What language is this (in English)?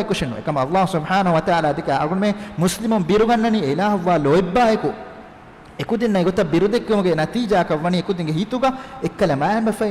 Divehi